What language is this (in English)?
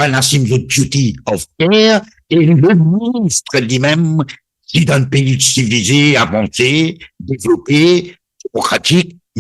Morisyen